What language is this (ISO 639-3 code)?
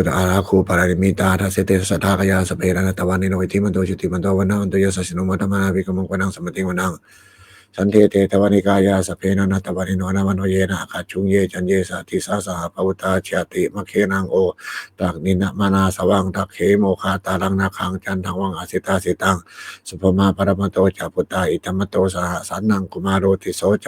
pli